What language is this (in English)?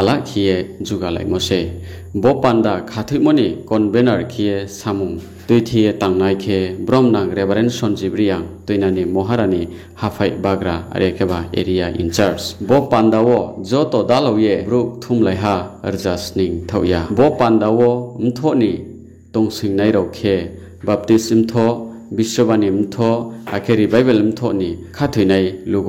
Riang (India)